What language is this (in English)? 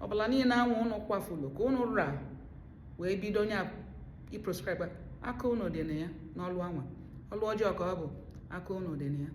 Igbo